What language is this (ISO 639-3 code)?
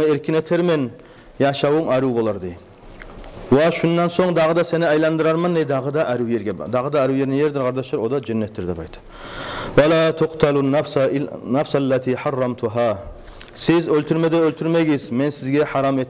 kum